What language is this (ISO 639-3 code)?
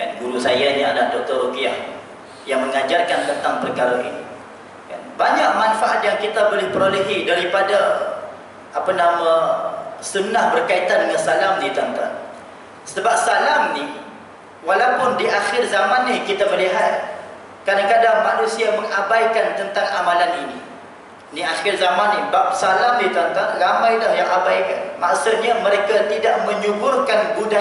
msa